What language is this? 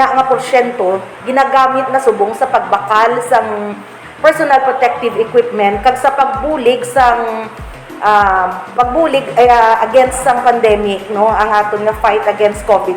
Hiligaynon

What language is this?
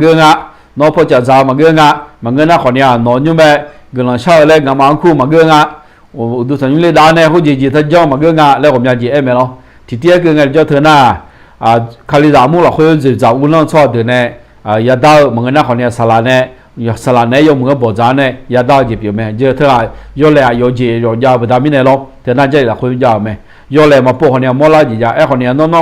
Akha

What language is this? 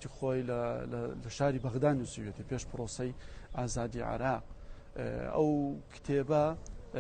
Central Kurdish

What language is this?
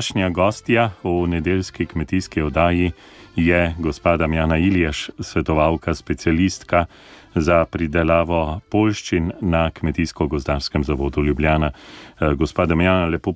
Slovenian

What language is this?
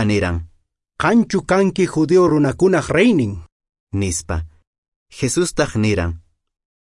Quechua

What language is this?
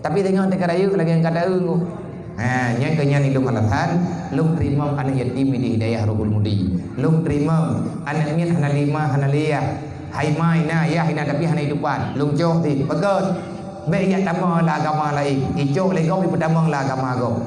Achinese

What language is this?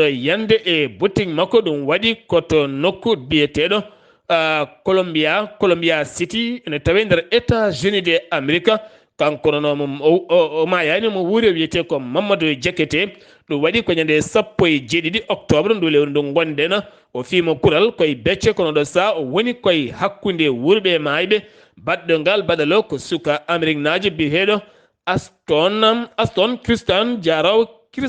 Fula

